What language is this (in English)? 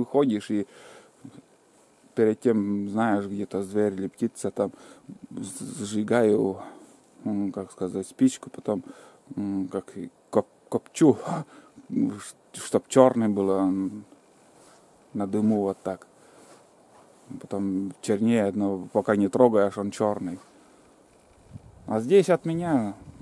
Russian